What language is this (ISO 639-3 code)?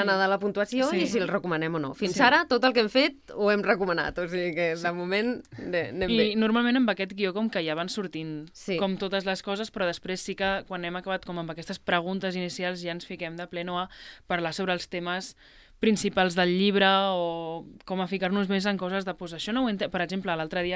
cat